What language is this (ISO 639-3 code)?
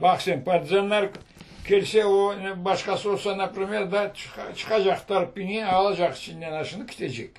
crh